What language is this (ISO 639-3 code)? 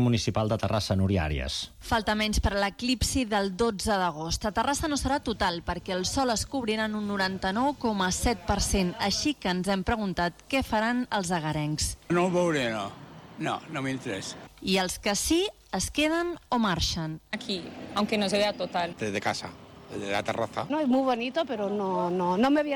cat